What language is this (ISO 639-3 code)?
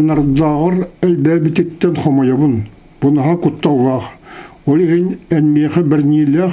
sah